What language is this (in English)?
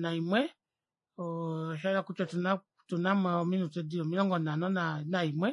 Kuanyama